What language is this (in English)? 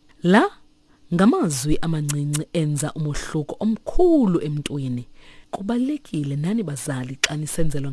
Xhosa